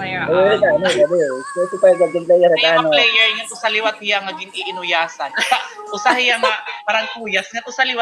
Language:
Waray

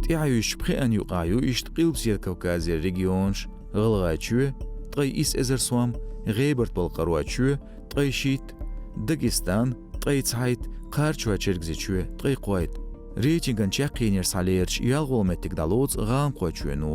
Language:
Chechen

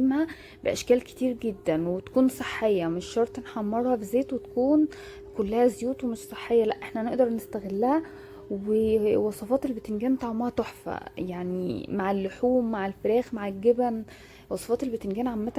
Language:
Egyptian Arabic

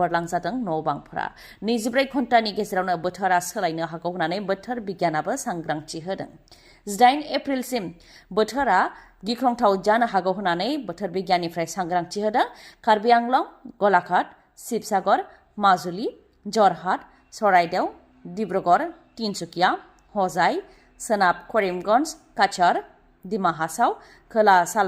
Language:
Bodo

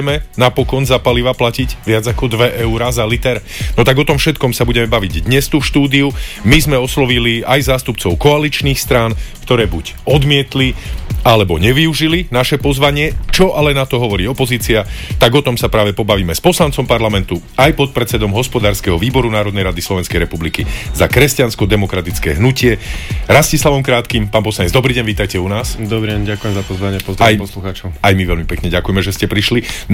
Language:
Slovak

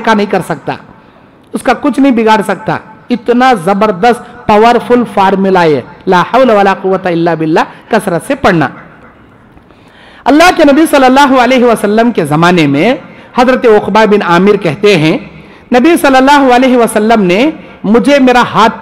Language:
Urdu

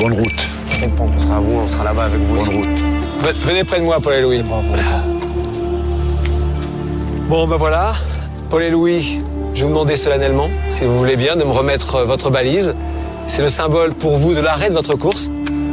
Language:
French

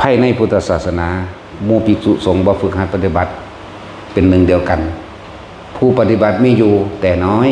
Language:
Northeastern Thai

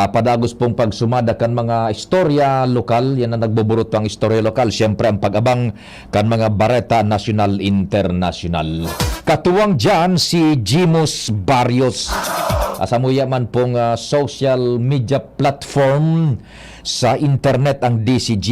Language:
Bikol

